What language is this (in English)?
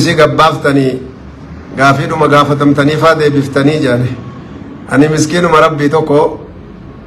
Oromo